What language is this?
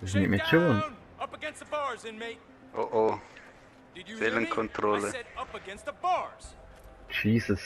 Swiss German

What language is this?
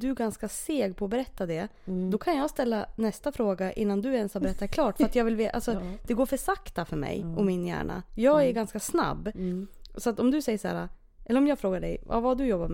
Swedish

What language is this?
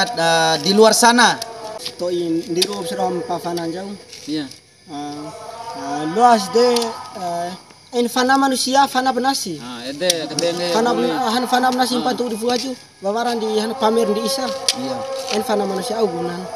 Bima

